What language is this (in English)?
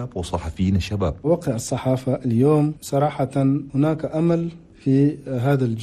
Chadian Arabic